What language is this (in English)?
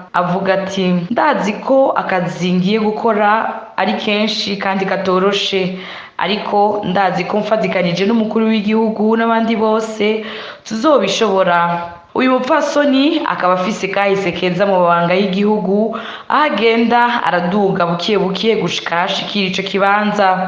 Rundi